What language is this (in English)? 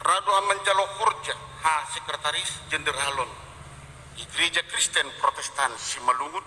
Batak Simalungun